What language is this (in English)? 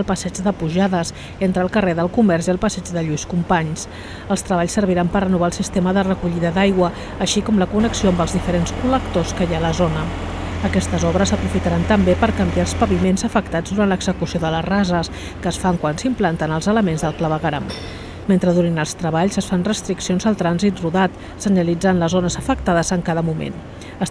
Catalan